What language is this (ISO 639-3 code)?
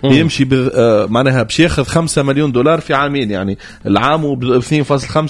aeb